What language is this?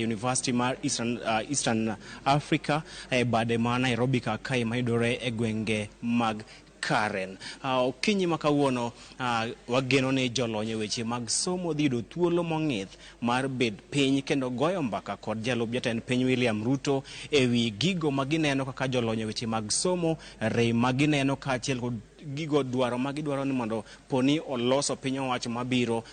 Luo (Kenya and Tanzania)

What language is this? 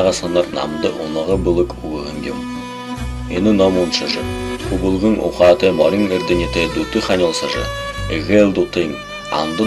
Buriat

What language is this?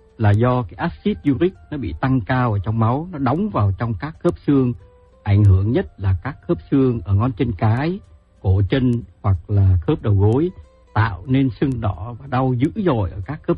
Vietnamese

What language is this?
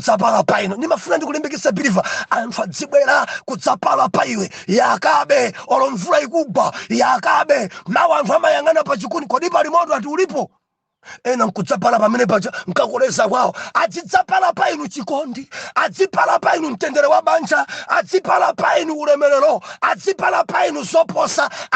Nyanja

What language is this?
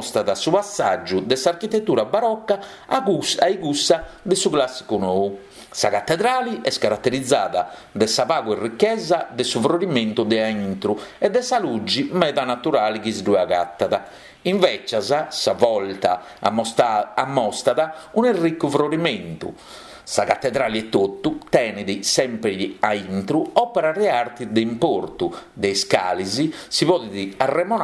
Sardinian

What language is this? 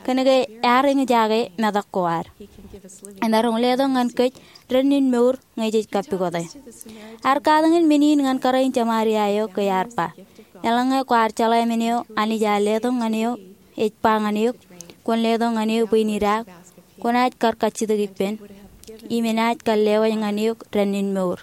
Marshallese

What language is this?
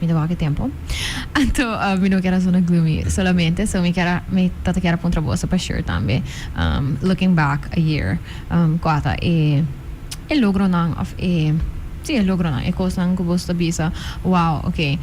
Papiamento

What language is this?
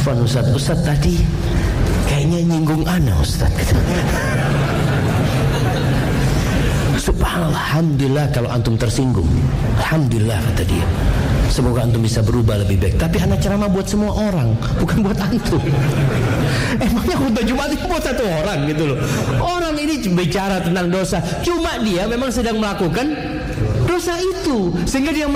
Indonesian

